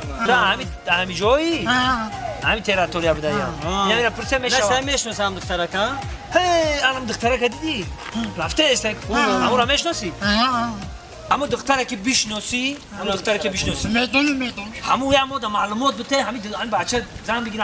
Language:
Tajik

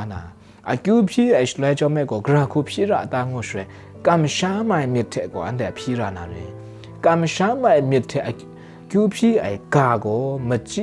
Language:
Kachin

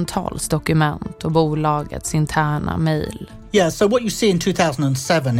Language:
Swedish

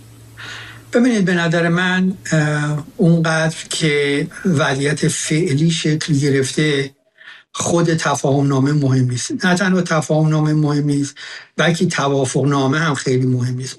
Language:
Persian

